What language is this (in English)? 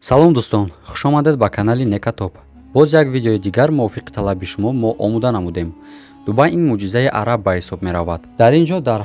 Tajik